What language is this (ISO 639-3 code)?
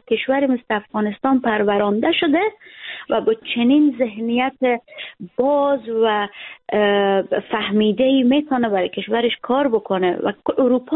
fas